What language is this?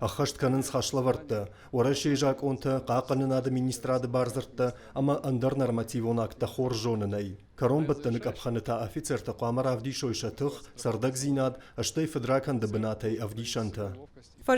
Ossetic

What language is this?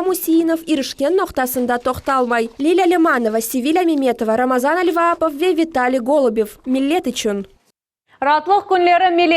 Crimean Tatar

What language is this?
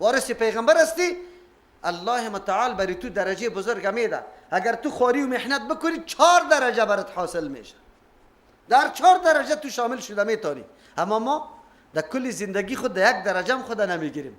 Persian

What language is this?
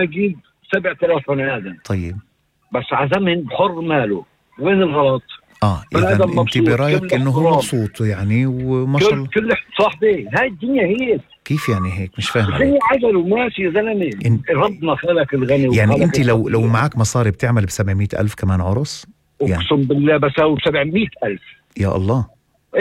North Levantine Arabic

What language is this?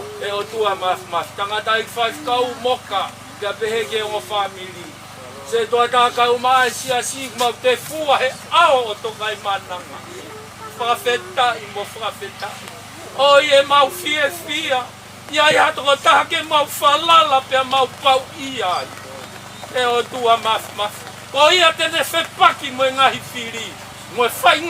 Tongan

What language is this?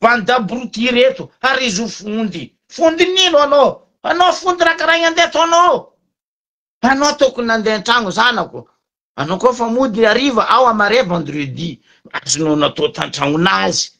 Malagasy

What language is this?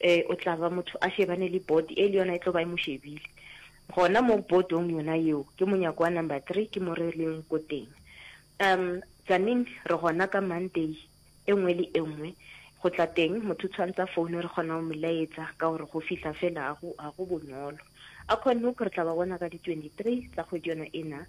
Northern Sotho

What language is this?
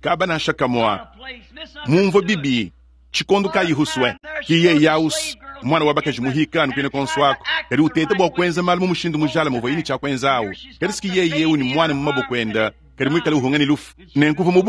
Luba-Lulua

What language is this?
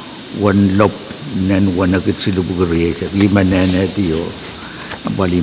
Pohnpeian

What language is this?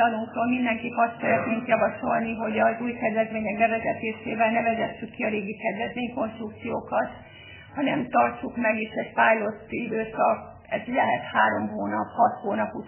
Hungarian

